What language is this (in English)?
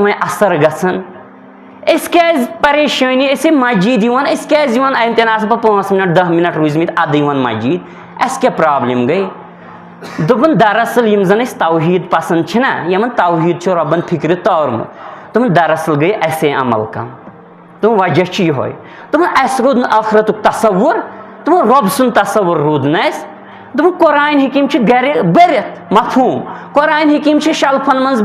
Kashmiri